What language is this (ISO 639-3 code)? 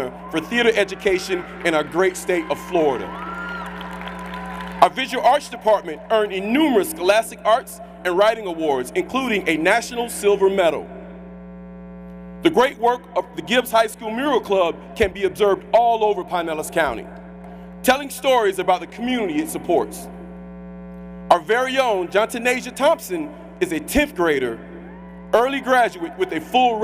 eng